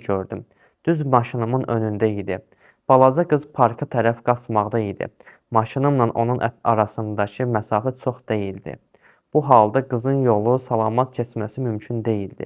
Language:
Azerbaijani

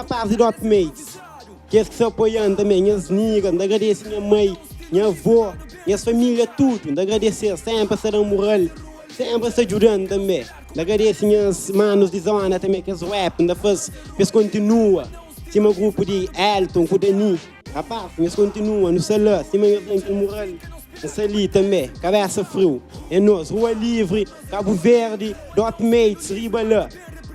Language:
Kabuverdianu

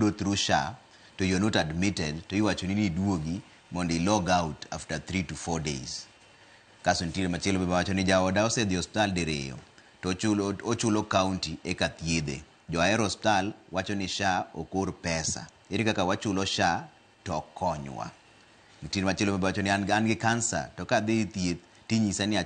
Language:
Luo (Kenya and Tanzania)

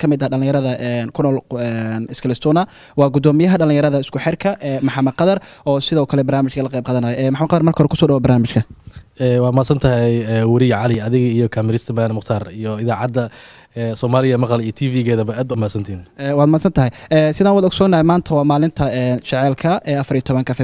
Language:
Somali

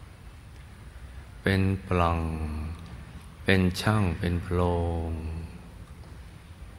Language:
Thai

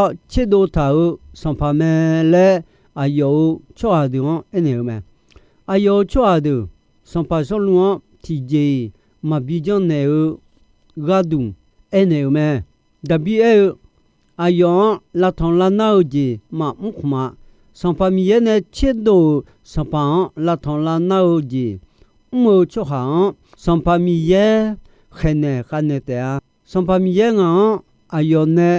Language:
Akha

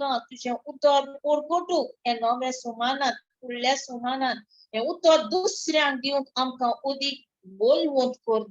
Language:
Konkani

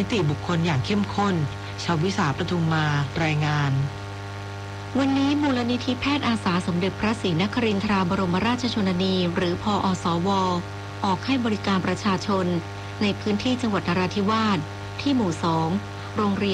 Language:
Thai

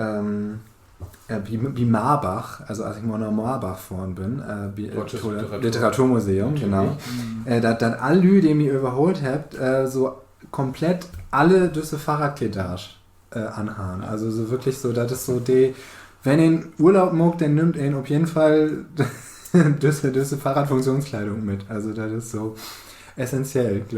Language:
Low German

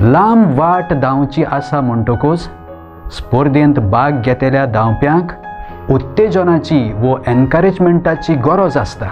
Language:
Konkani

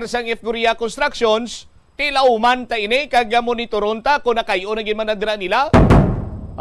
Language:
Hiligaynon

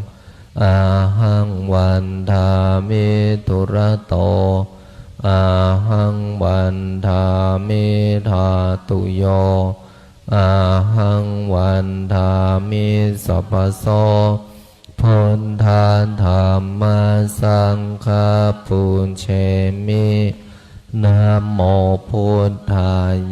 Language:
Pali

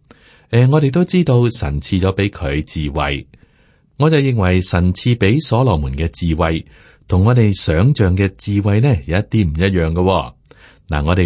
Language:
Cantonese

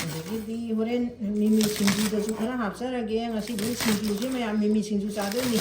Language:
Manipuri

